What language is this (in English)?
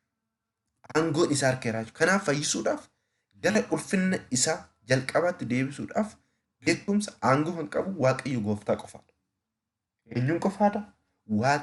Oromo